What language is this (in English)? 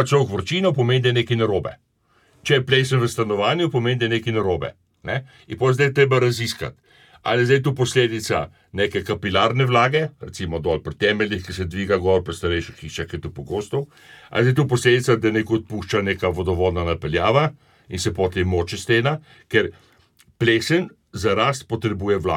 Slovenian